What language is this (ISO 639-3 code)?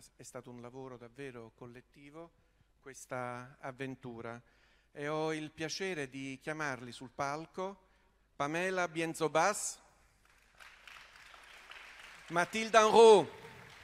ita